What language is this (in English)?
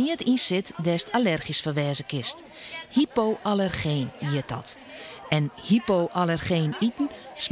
Western Frisian